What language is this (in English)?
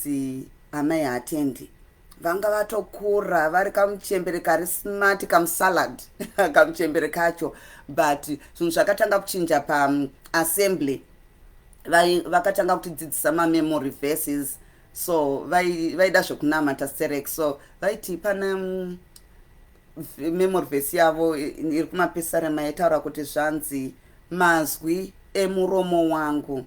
Shona